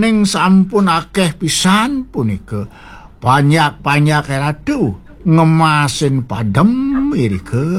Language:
Balinese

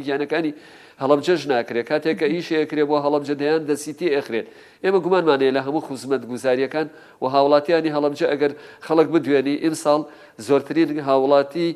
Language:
Central Kurdish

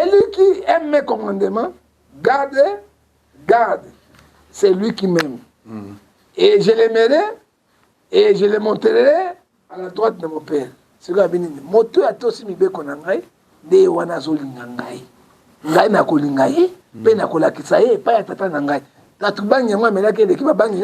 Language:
Lingala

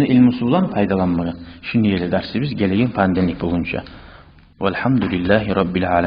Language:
Kumyk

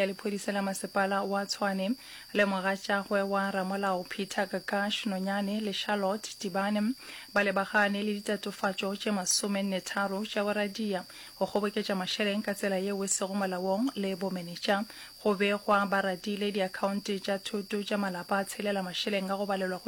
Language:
Northern Sotho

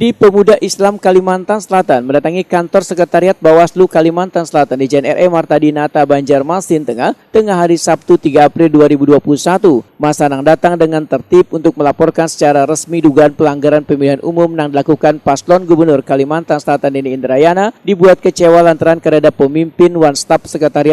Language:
Banjar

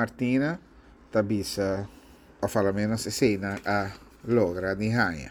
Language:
Papiamento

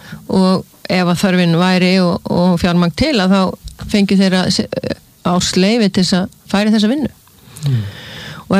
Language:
Icelandic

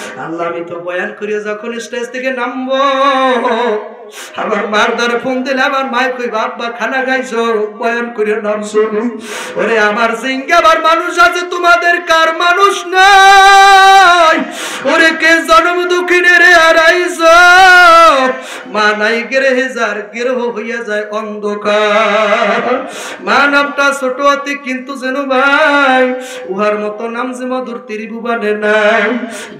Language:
Bangla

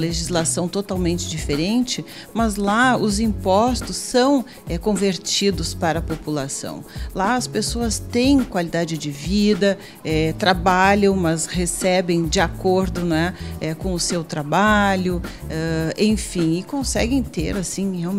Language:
Portuguese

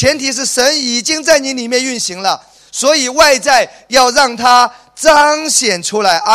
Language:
Chinese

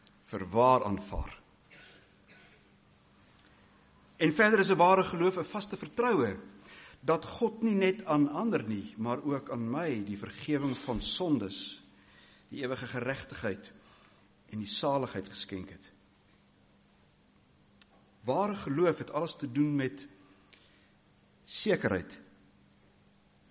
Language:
Afrikaans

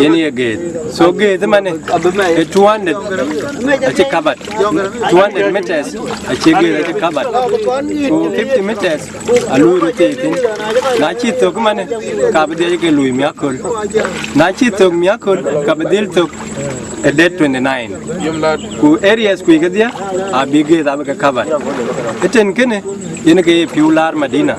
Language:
Dinka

